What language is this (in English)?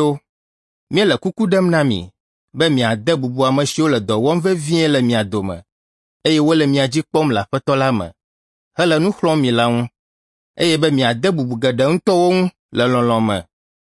Ewe